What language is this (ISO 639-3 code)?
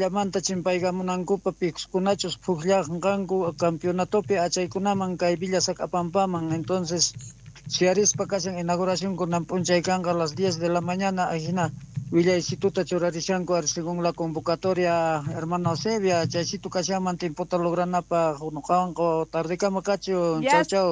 quh